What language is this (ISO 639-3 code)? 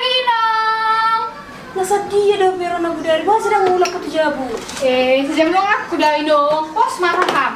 bbc